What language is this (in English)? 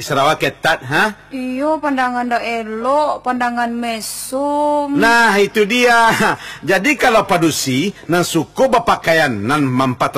Minangkabau